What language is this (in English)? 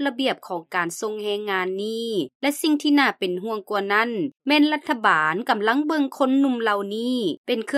Lao